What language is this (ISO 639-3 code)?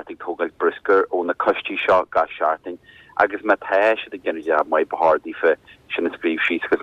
gle